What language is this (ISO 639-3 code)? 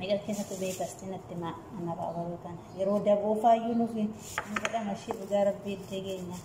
orm